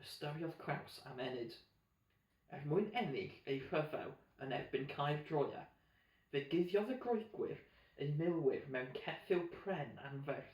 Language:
Welsh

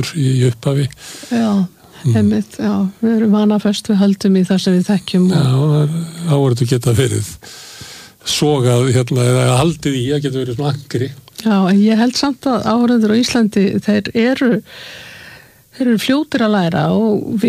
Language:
Icelandic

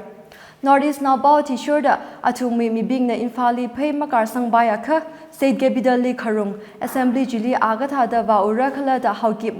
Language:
Tangkhul Naga (India)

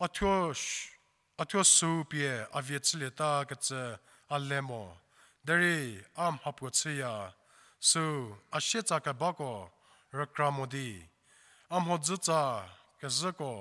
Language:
Angami Naga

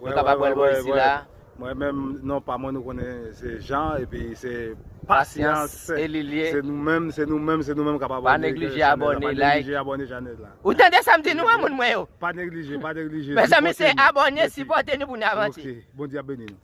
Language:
Haitian Creole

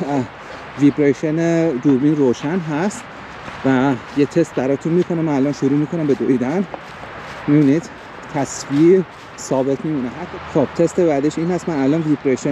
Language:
Persian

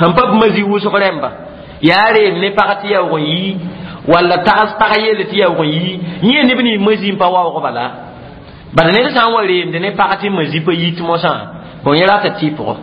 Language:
Mossi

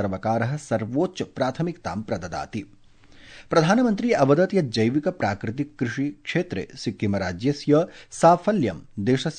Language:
Sanskrit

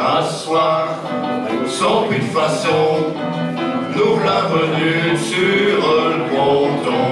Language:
Picard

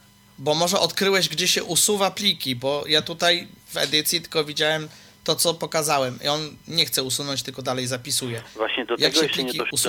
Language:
Polish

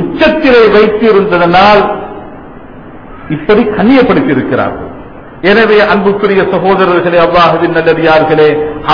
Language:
Tamil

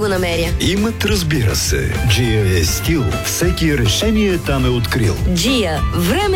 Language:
Bulgarian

